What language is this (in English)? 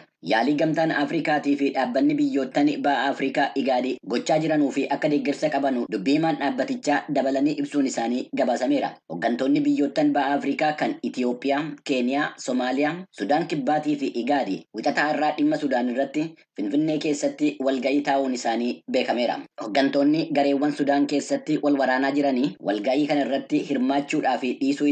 Oromo